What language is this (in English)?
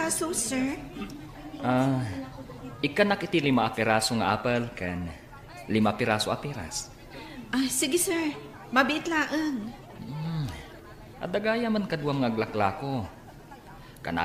Iloko